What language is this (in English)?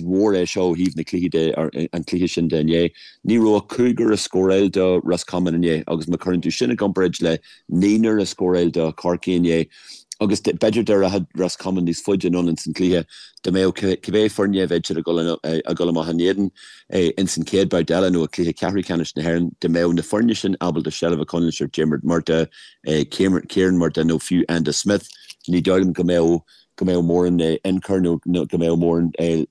Irish